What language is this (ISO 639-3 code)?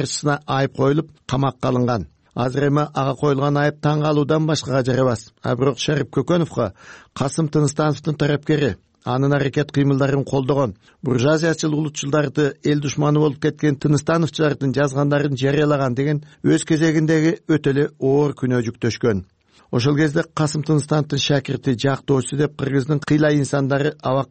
kir